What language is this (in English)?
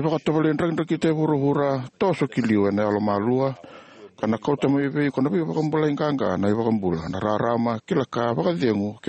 Fijian